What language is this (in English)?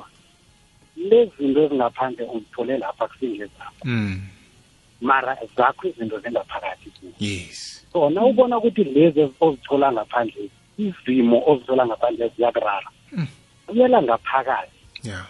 South Ndebele